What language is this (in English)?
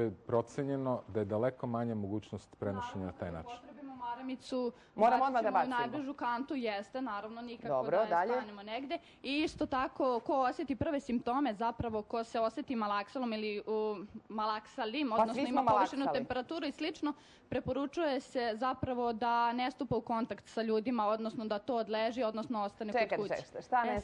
Serbian